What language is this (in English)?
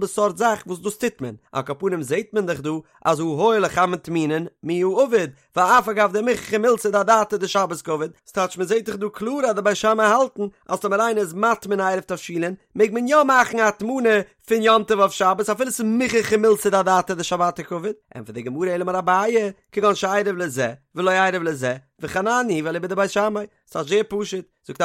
Yiddish